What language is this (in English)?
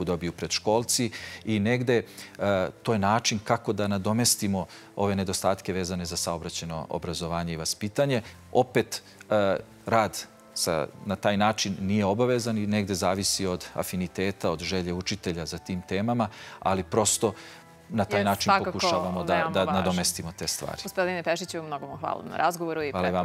Serbian